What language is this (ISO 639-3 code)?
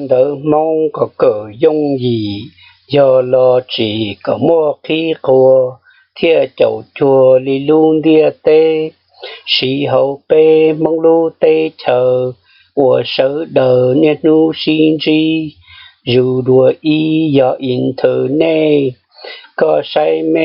hmn